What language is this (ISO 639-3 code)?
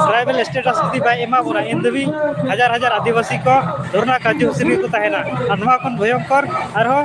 sat